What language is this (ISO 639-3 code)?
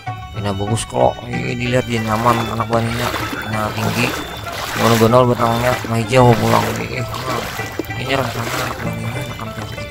bjn